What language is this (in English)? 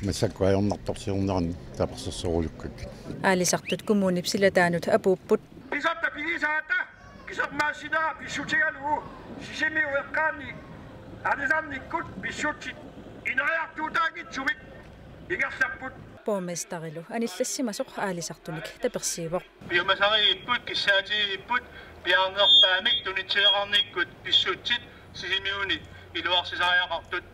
Kalaallisut